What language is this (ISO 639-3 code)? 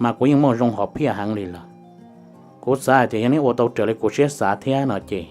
hmn